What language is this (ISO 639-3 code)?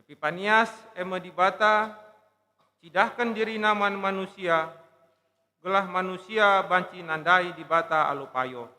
btx